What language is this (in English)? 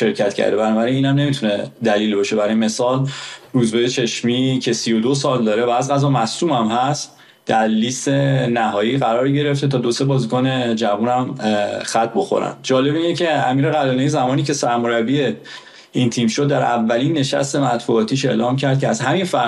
Persian